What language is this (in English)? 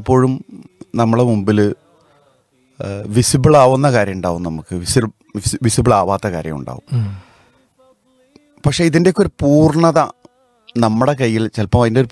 Malayalam